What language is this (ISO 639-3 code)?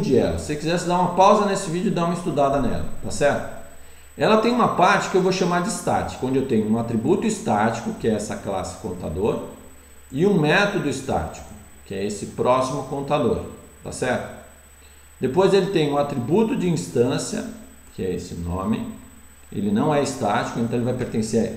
por